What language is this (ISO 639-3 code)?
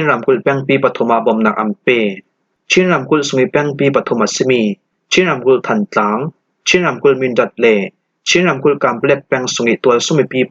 cfm